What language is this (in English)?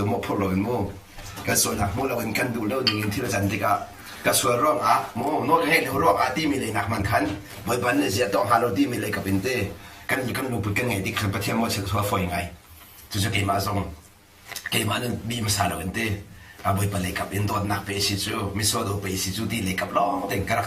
Hakha Chin